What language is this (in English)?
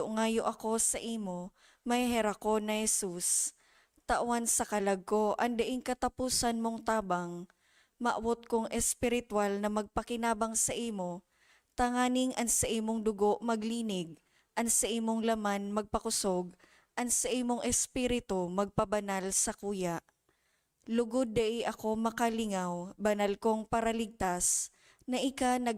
Bikol